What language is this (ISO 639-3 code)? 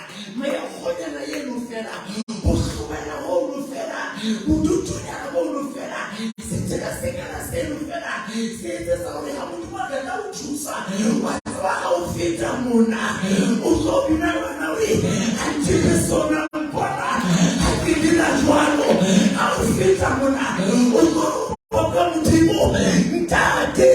sot